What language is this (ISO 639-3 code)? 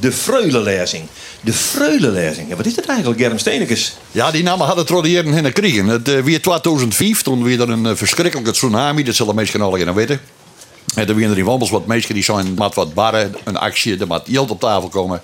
fry